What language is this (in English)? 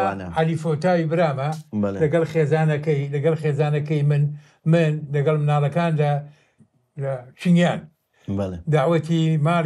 Central Kurdish